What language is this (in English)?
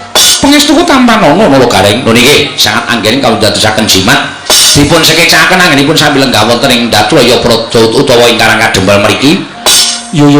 Javanese